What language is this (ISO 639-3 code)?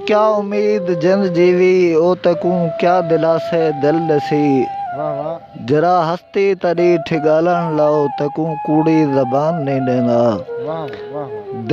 skr